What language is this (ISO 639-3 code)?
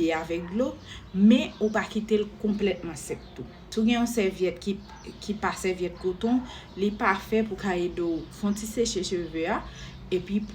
hat